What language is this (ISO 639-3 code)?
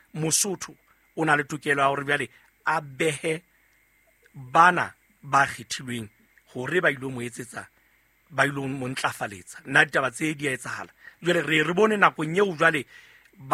sot